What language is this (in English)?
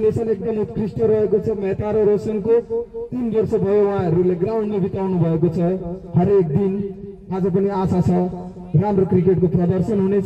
Nepali